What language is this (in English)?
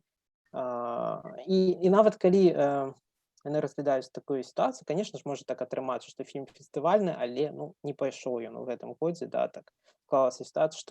Belarusian